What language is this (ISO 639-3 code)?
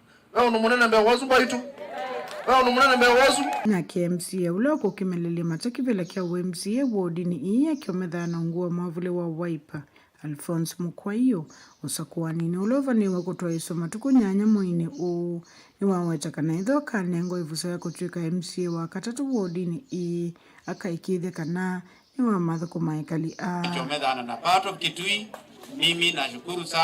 kam